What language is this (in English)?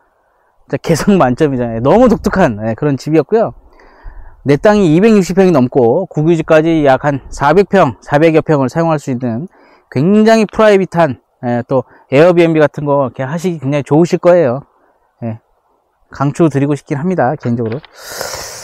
Korean